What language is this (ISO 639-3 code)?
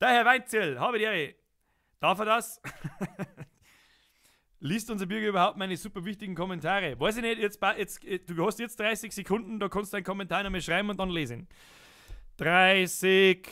bar